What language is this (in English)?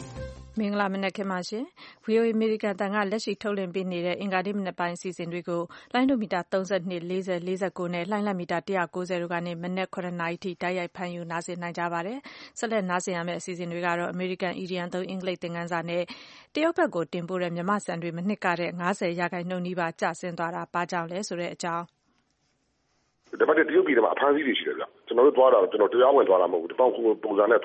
Burmese